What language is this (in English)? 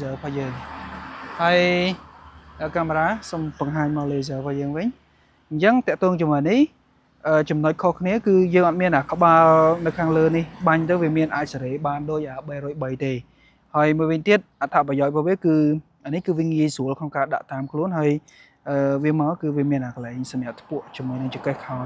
Khmer